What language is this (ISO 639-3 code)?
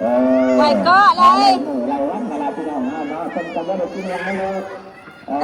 tts